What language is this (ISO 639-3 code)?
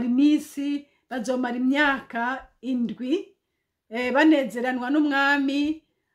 run